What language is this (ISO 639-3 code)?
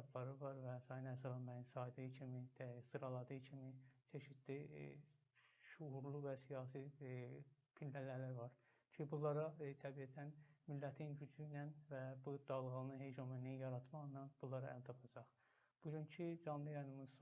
azb